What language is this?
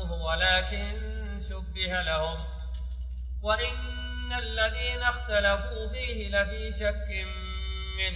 Arabic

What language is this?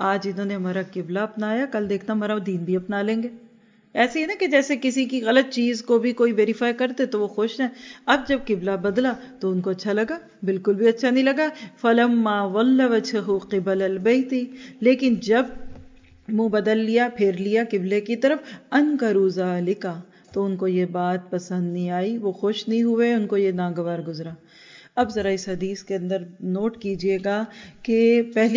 Urdu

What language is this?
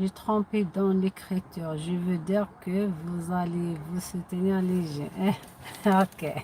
Algerian Arabic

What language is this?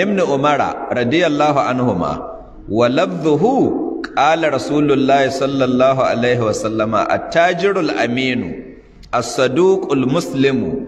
Hausa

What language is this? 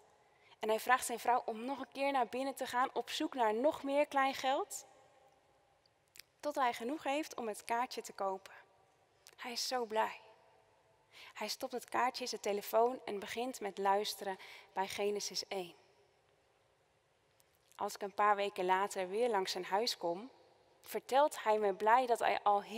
Dutch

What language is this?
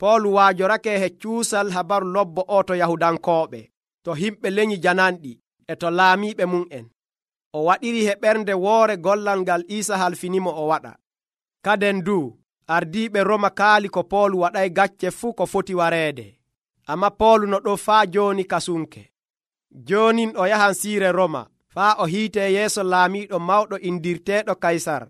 Nigerian Fulfulde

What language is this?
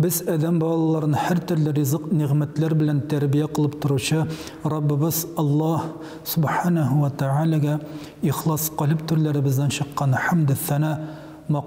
Tatar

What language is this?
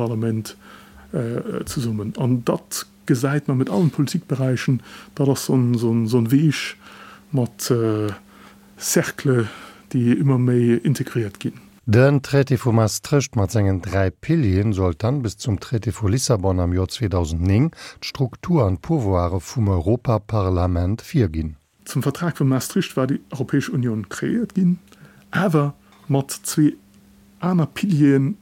Luxembourgish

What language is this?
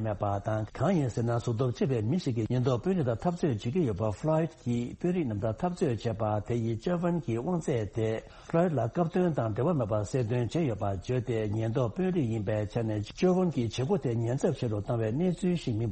Tibetan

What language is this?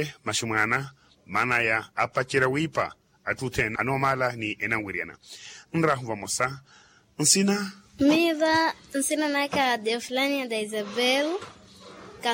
Makhuwa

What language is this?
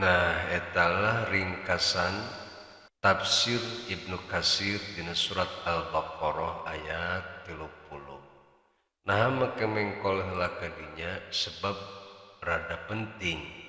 Sundanese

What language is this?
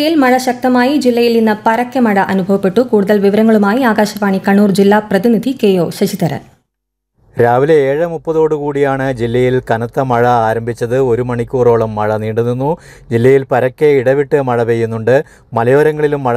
Malayalam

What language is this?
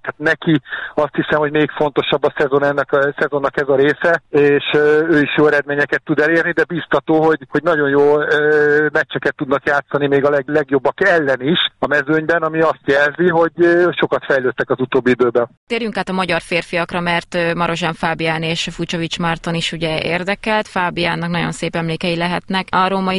Hungarian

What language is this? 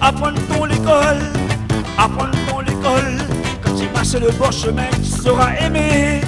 Réunion Creole French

